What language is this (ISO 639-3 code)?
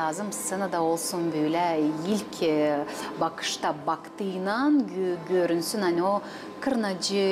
gag